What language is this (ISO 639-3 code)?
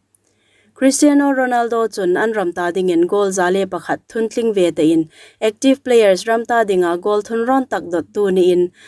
hmr